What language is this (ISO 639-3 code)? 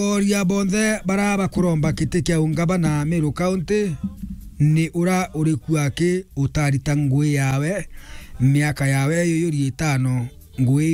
mer